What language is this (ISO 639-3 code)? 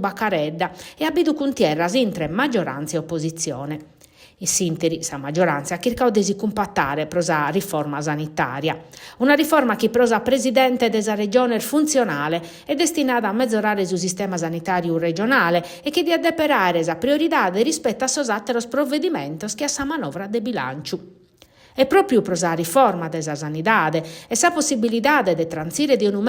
srd